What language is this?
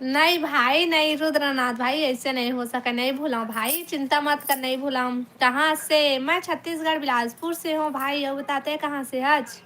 Chhattisgarhi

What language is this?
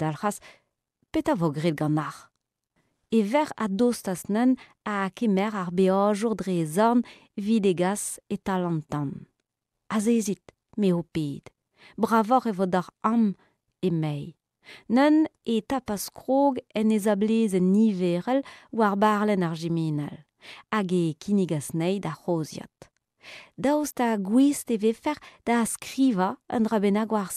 Breton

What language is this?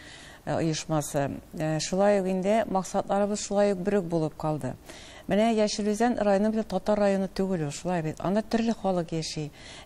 Tatar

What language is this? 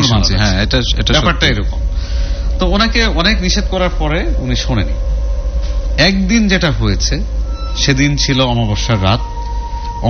Bangla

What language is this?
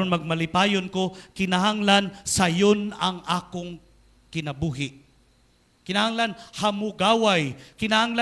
Cebuano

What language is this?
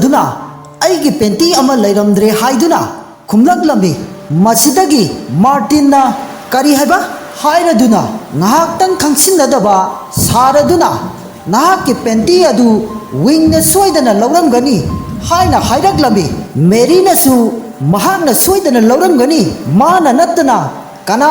Manipuri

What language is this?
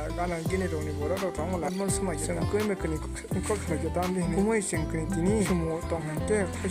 Kok Borok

